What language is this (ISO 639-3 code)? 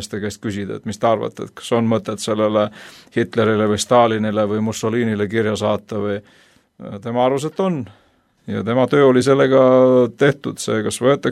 est